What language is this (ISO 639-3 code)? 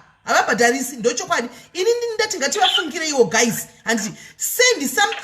sna